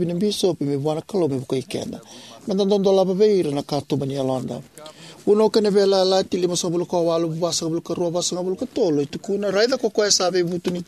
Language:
Fijian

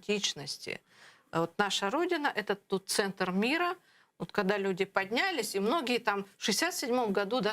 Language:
Crimean Tatar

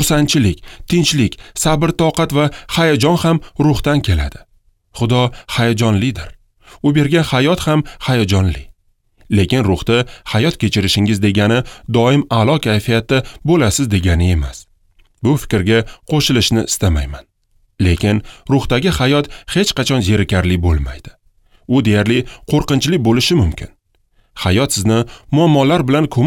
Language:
Uzbek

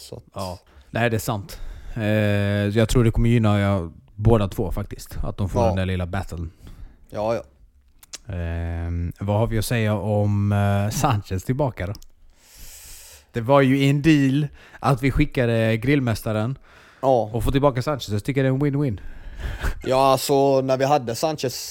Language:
Swedish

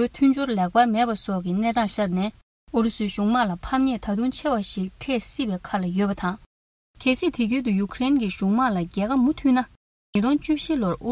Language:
Tibetan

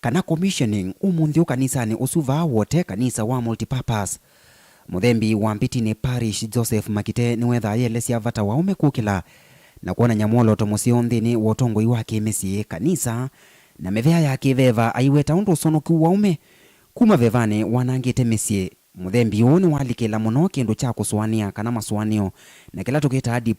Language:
Kamba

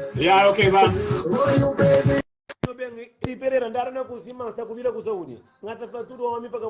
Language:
Kabuverdianu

